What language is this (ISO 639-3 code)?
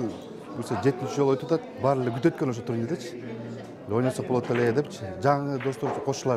kir